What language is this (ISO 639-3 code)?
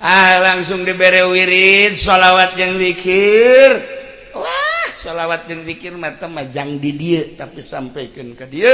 sun